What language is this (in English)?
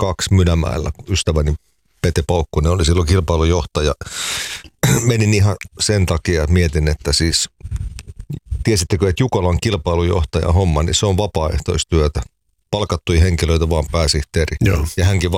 Finnish